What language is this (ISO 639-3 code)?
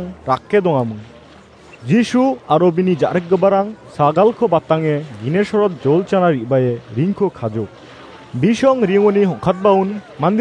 grt